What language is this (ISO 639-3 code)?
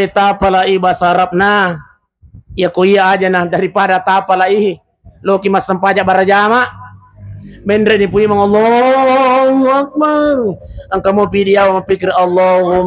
bug